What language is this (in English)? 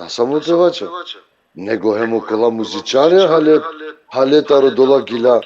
Balkan Romani